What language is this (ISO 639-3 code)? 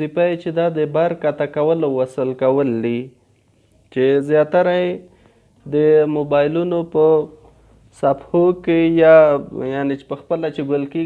pus